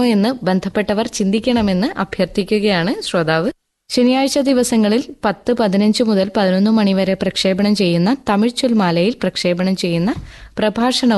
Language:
Malayalam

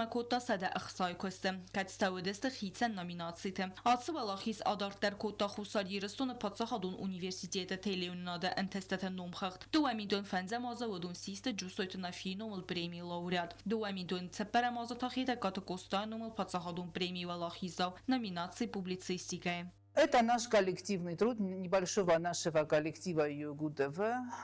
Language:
Ossetic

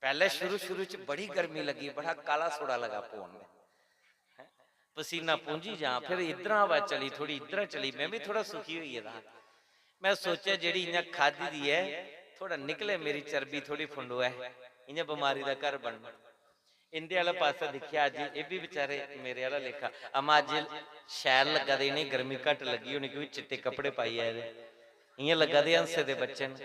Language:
Dogri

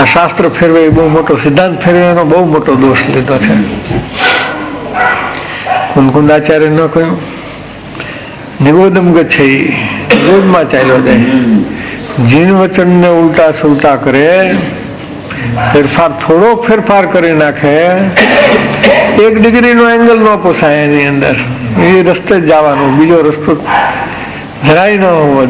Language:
Gujarati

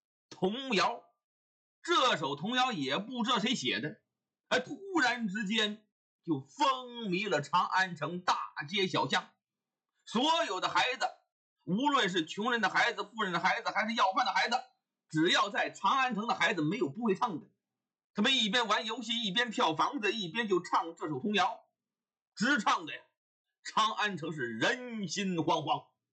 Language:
Chinese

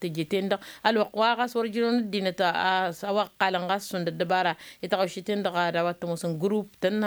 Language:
Tamasheq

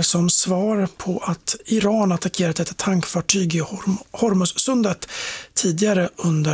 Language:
Swedish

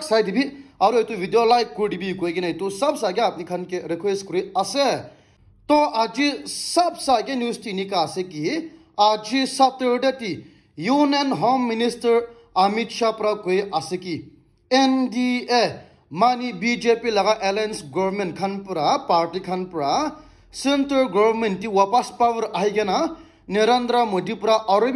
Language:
Naga Pidgin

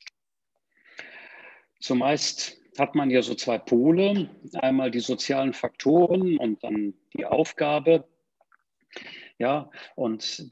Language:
German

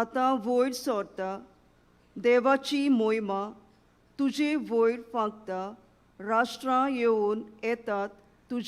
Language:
Konkani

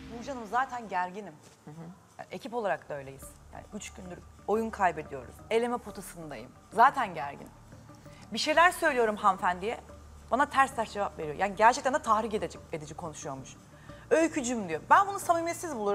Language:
Turkish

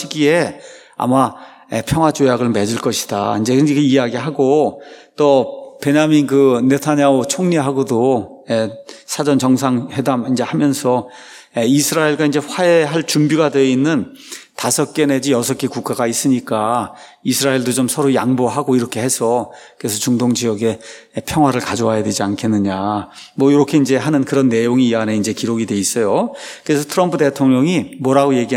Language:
Korean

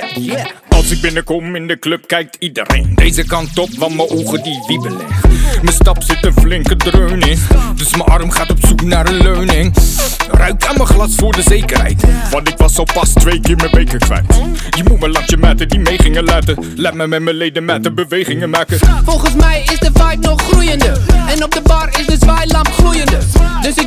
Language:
Dutch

